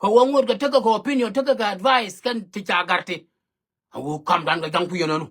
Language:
Nuer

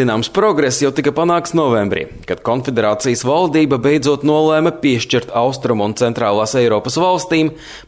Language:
Latvian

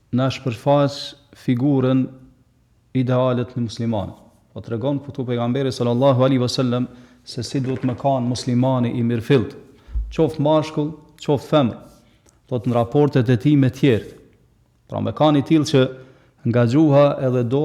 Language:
Albanian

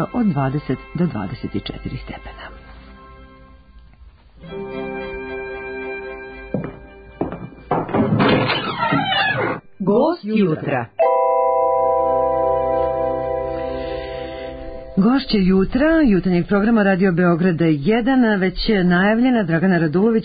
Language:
Serbian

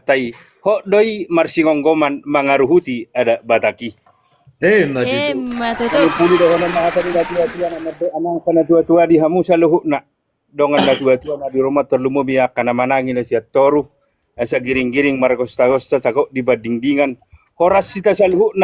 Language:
Batak Toba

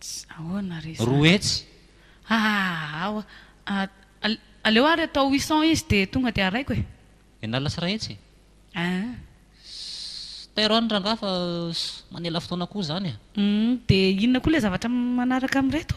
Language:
Malagasy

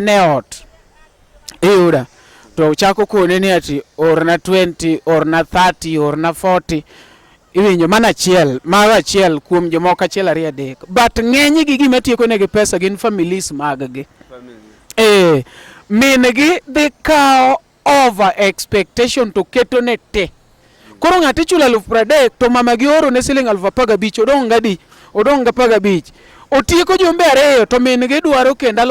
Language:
Luo (Kenya and Tanzania)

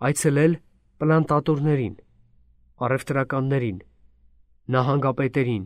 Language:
Armenian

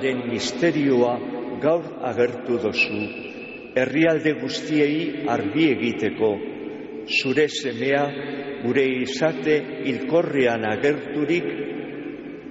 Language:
Basque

